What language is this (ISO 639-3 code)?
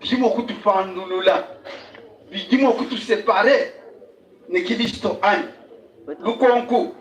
lua